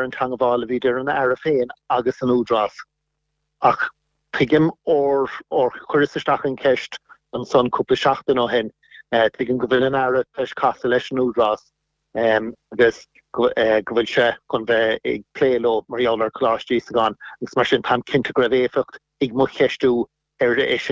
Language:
Irish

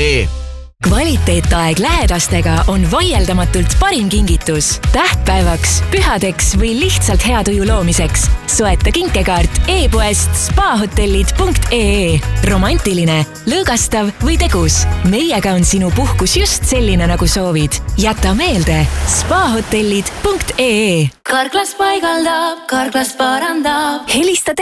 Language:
Estonian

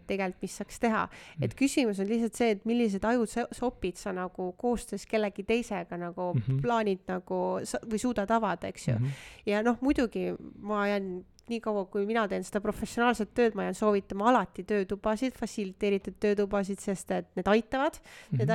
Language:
Estonian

